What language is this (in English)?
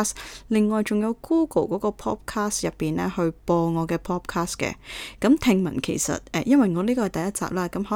Cantonese